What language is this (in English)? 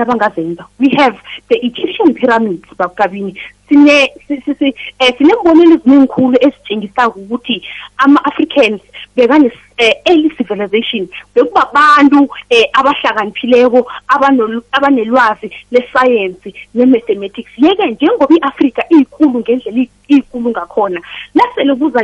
South Ndebele